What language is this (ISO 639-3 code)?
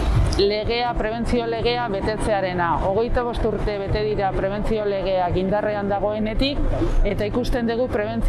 eus